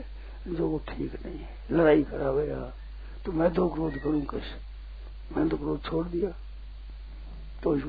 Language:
Hindi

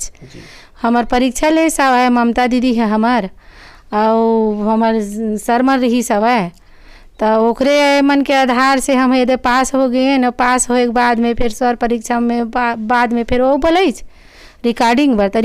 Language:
Chhattisgarhi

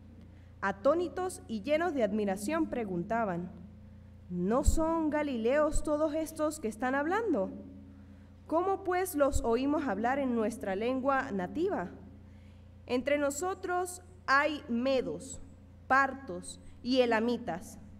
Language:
Spanish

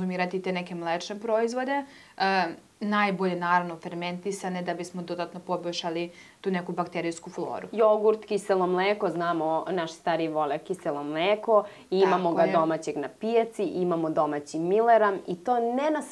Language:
Serbian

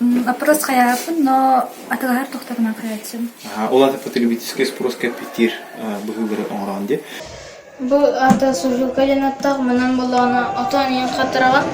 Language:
Yakut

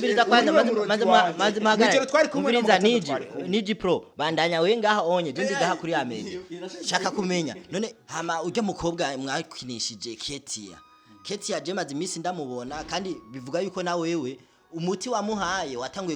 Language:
Rundi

